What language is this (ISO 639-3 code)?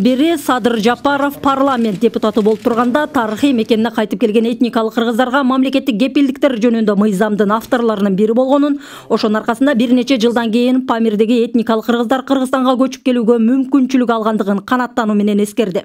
kir